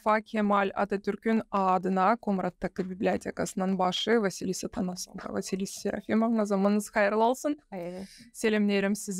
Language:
Gagauz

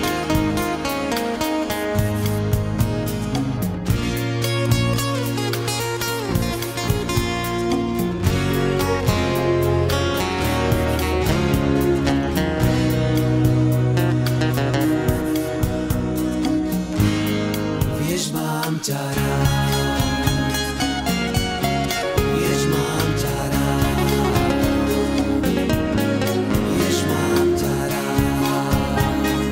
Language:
Slovak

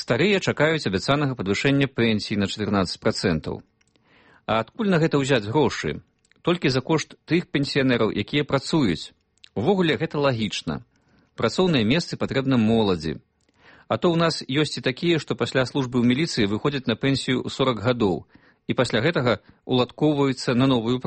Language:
Belarusian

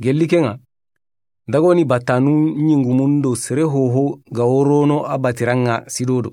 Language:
Soninke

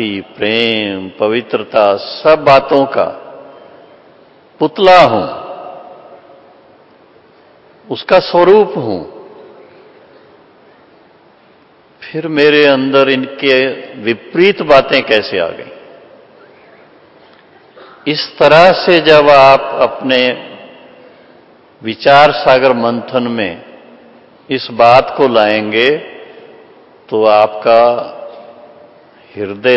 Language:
Hindi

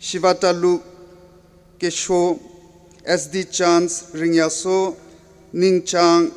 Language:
Tangkhul Naga (India)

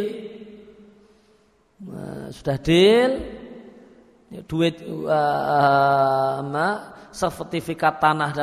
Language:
Indonesian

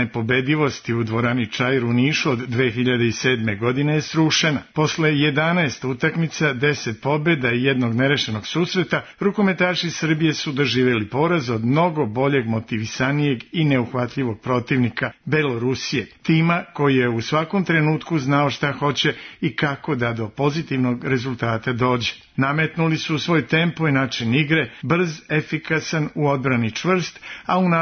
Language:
Serbian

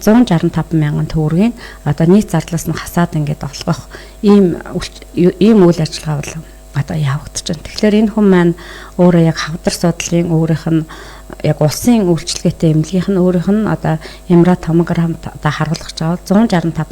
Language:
Mongolian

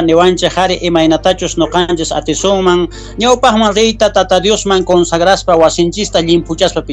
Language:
South Bolivian Quechua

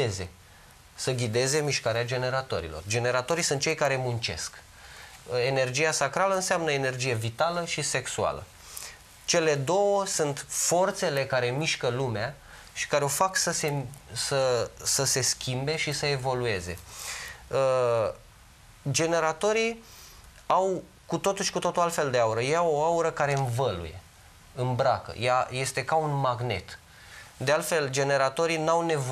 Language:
Romanian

